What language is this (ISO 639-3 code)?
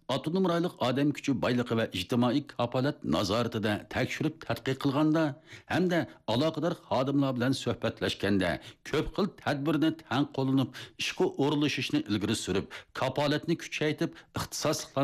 uig